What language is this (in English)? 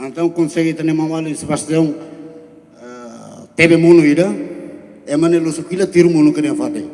Tetum